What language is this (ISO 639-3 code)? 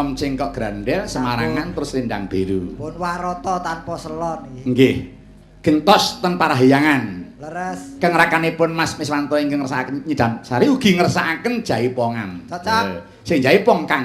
jav